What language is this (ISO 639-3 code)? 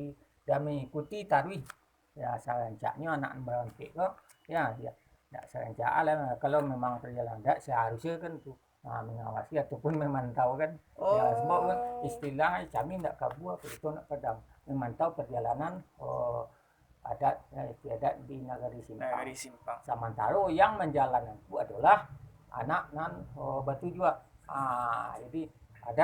min